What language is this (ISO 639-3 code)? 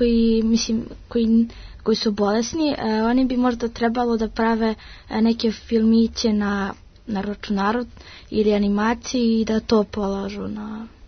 srp